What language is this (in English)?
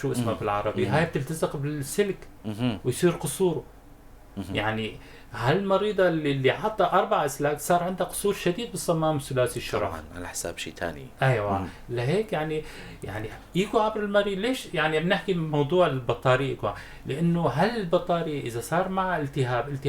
North Levantine Arabic